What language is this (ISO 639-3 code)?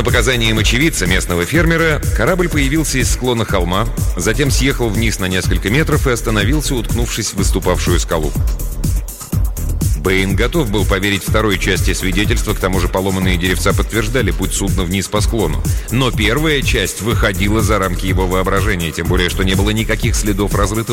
rus